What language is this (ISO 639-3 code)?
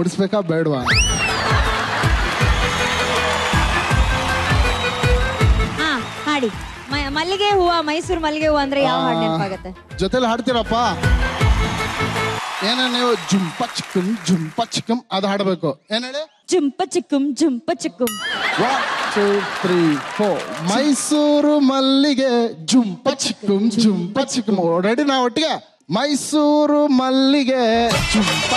kan